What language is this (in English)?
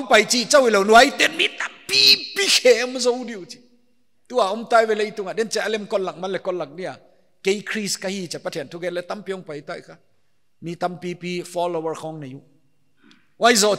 Paite Chin